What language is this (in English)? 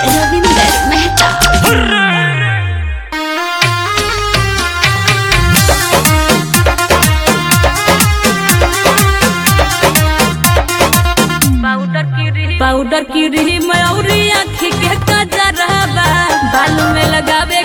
Bhojpuri